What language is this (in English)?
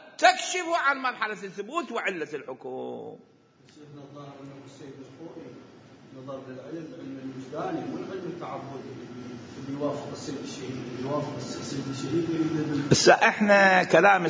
Mesopotamian Arabic